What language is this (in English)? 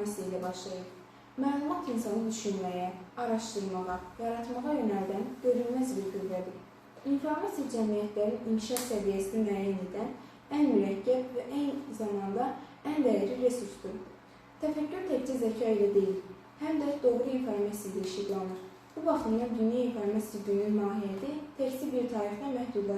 Azerbaijani